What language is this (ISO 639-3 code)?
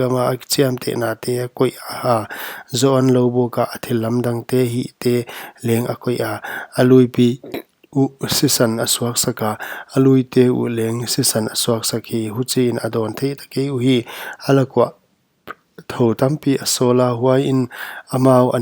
pck